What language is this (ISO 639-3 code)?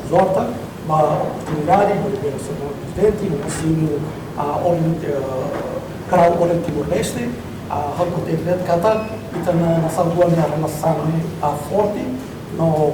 tet